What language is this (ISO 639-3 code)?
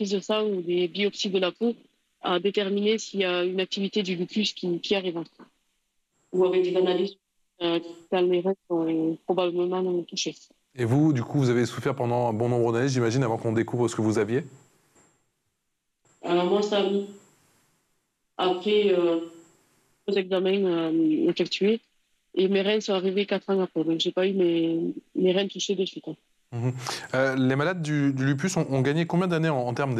fra